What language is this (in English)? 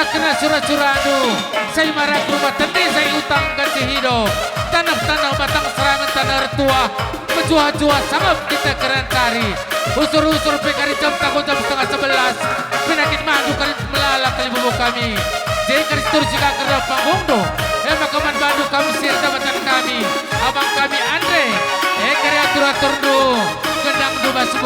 Batak Karo